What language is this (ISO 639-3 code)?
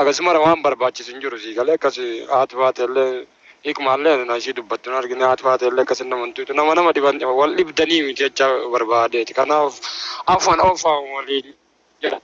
orm